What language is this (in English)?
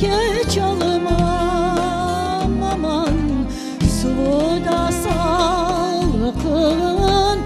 Crimean Tatar